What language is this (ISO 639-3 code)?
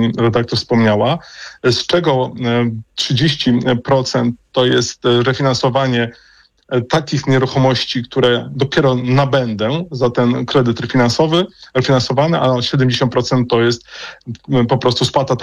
pol